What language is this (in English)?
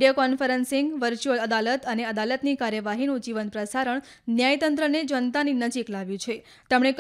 Gujarati